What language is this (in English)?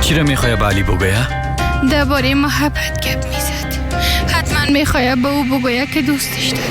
Persian